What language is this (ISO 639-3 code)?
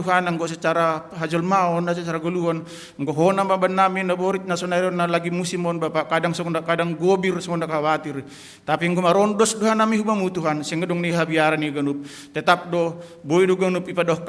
bts